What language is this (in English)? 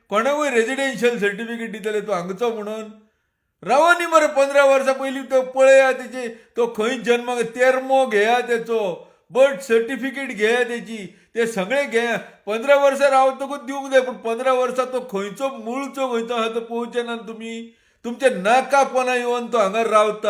Konkani